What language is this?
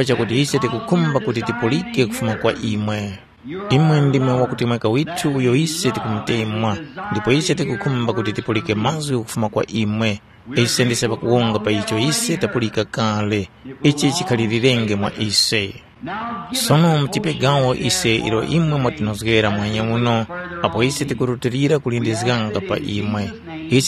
Tumbuka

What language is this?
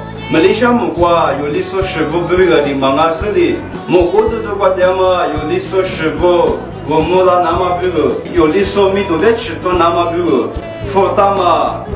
Lisu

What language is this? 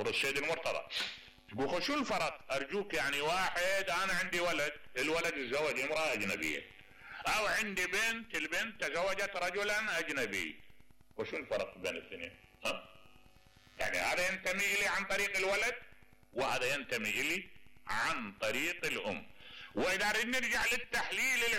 Mesopotamian Arabic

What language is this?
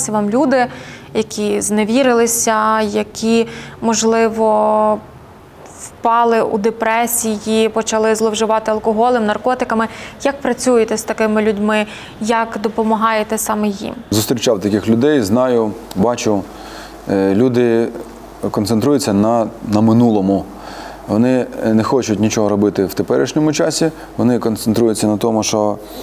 Ukrainian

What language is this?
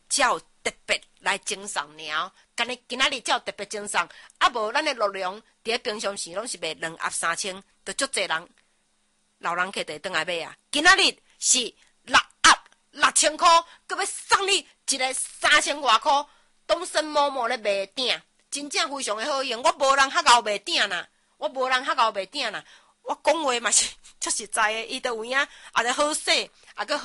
Min Nan Chinese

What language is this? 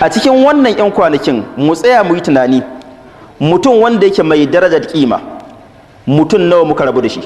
Hausa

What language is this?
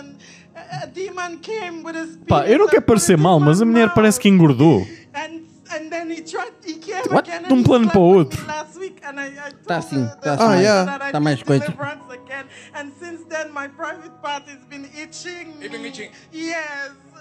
Portuguese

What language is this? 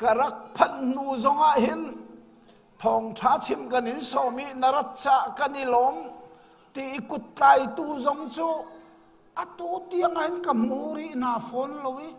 Hakha Chin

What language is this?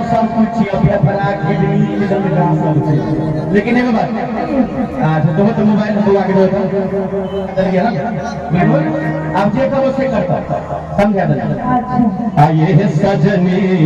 Maithili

